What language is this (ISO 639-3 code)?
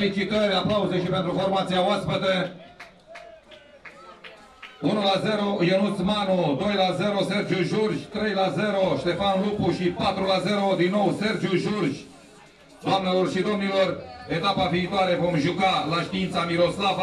ron